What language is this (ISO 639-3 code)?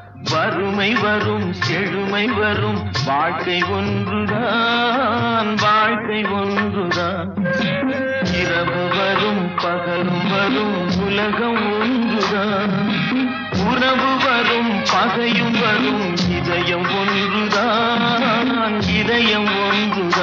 tam